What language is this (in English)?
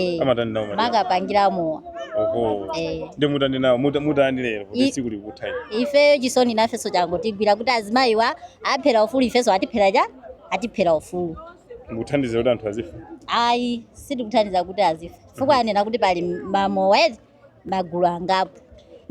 Nyanja